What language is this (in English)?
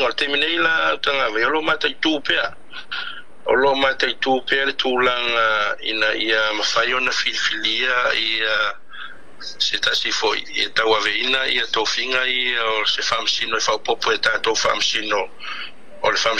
Samoan